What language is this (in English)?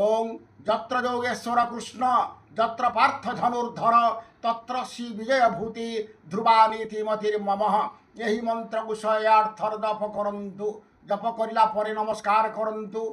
Odia